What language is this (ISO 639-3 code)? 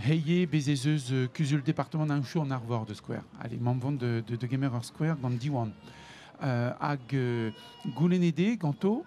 bre